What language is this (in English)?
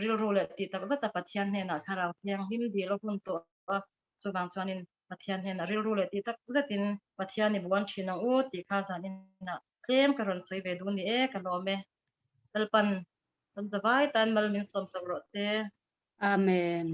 Mizo